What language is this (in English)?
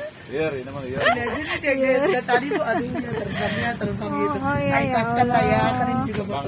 Indonesian